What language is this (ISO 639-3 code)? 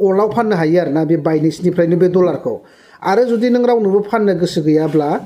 brx